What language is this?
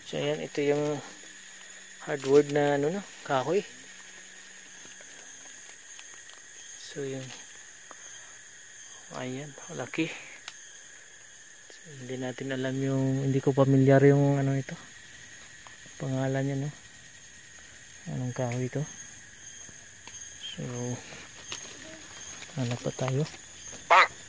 Filipino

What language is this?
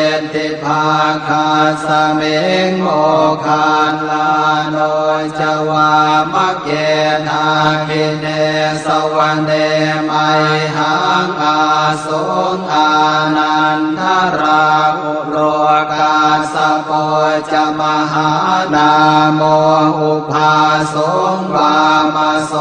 Pali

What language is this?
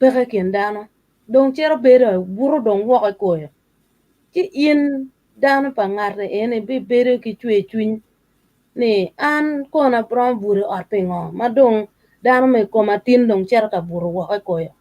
Acoli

